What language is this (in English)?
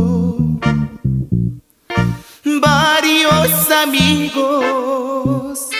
Spanish